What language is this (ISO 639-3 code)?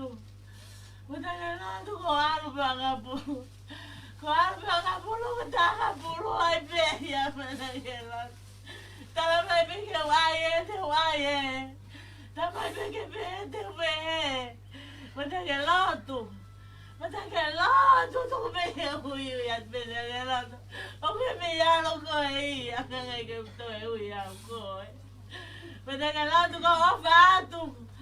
ton